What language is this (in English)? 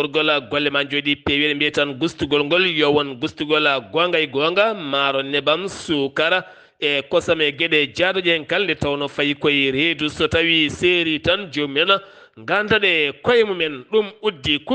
Fula